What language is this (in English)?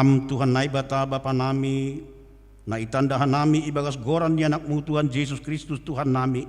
Batak Simalungun